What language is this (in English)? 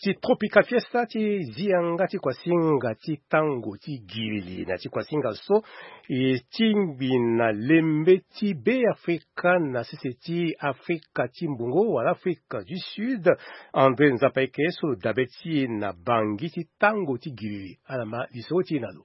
Sango